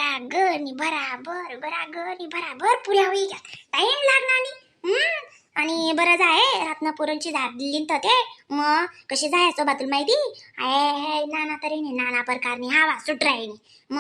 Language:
Khandesi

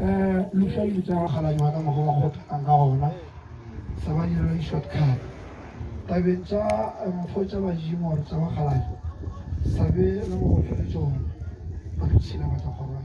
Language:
Northern Sotho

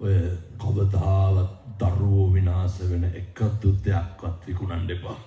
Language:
Sinhala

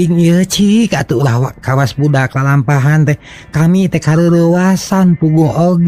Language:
Sundanese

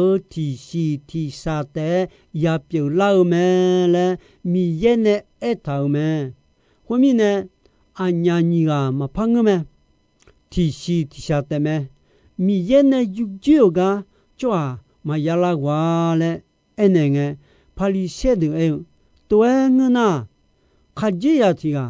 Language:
Akha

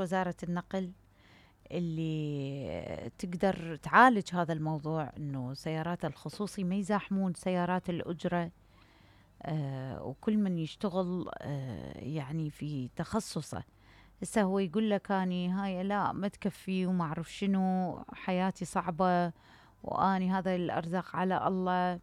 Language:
Mesopotamian Arabic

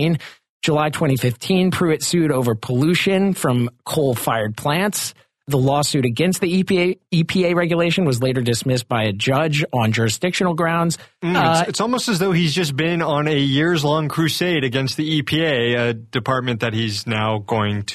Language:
English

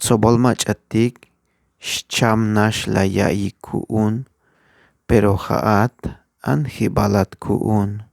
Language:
Tzeltal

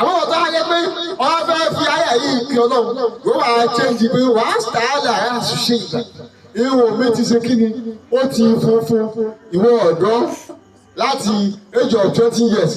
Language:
Yoruba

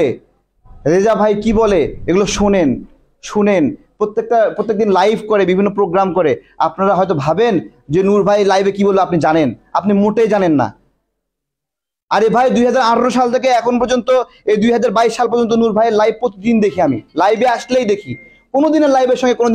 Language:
Bangla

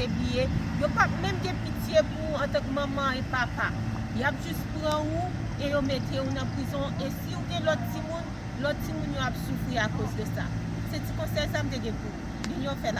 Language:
Haitian Creole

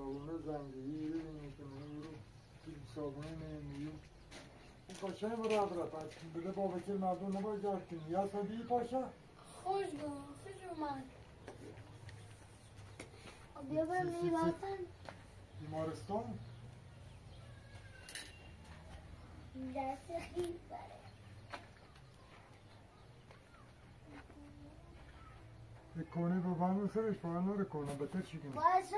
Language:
Persian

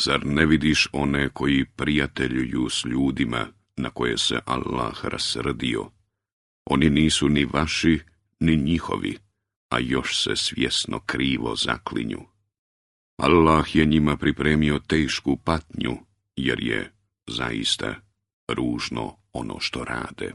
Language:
Bosnian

